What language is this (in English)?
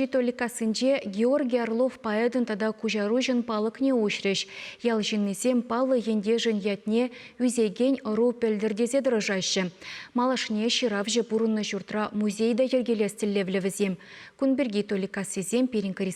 Chuvash